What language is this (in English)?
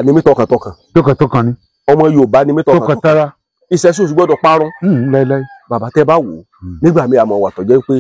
Yoruba